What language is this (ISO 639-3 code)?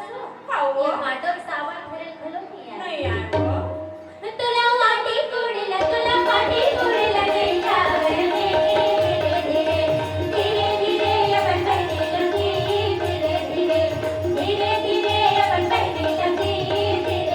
hne